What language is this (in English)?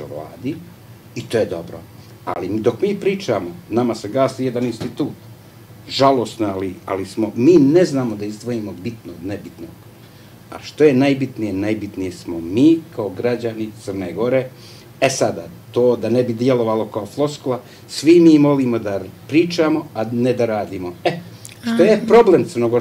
Serbian